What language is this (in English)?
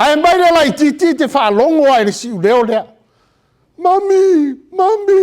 Samoan